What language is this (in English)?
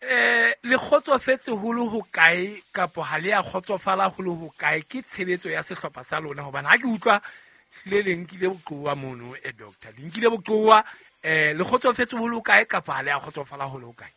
Southern Sotho